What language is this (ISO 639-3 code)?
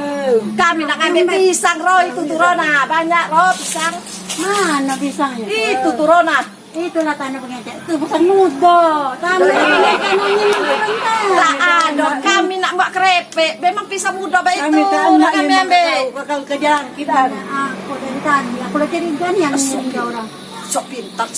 mui